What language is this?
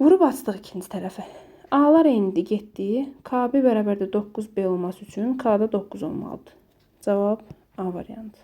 Azerbaijani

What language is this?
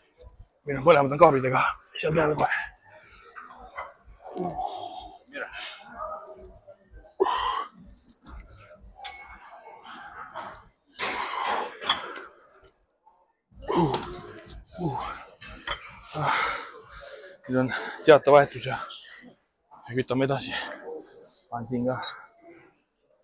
Estonian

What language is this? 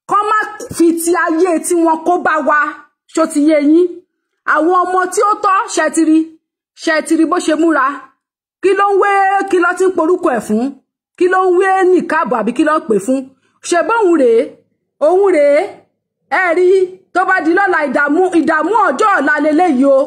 Yoruba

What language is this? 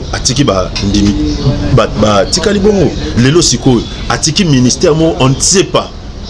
Lingala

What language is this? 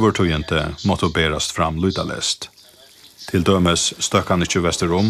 Faroese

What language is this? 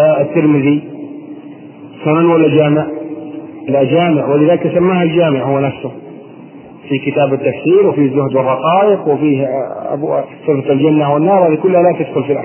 Arabic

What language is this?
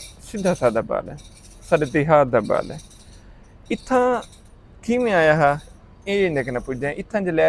Saraiki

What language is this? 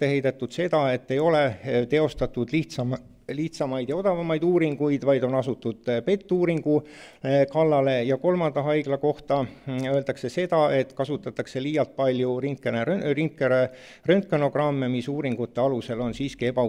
Estonian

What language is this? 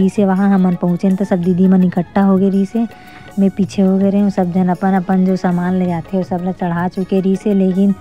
Chhattisgarhi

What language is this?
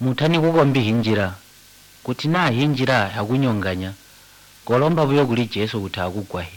Tonga (Zambia)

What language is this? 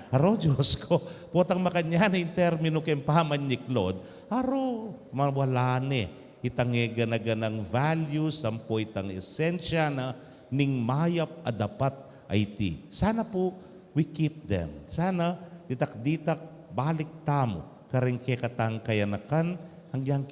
Pampanga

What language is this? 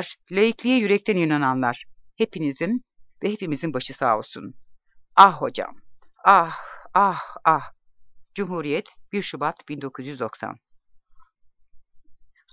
Turkish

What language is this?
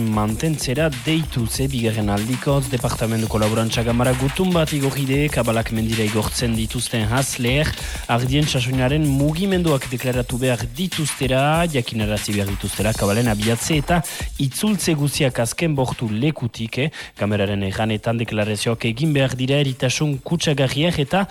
Basque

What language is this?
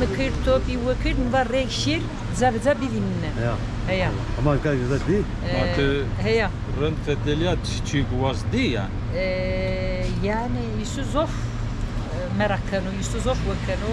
Zaza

